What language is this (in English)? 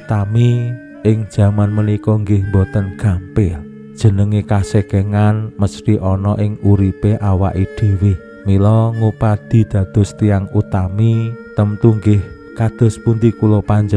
Javanese